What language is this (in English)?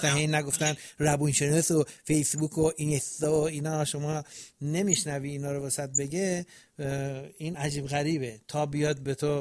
Persian